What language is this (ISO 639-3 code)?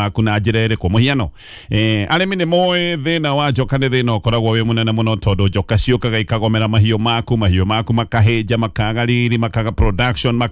kik